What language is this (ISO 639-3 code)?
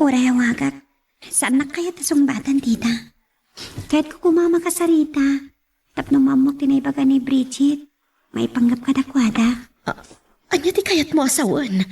ilo